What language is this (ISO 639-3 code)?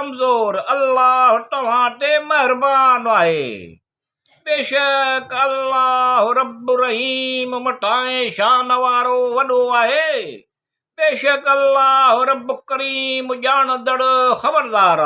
snd